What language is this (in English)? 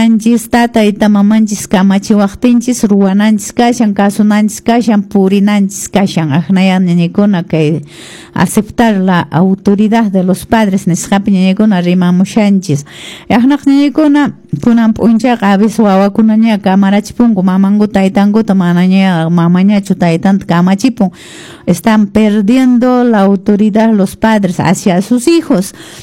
Quechua